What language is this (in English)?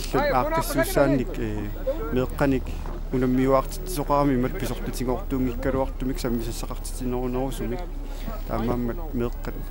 Kalaallisut